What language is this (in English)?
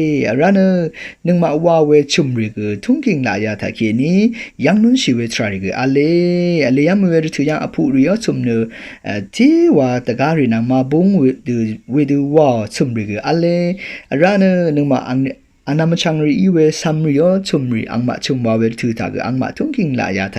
Rawang